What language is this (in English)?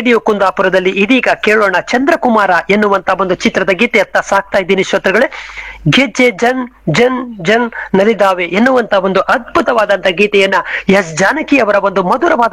Kannada